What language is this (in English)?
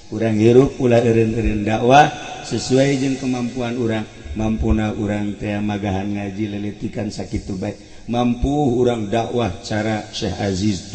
Sundanese